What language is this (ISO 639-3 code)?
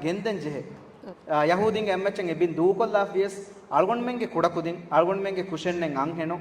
div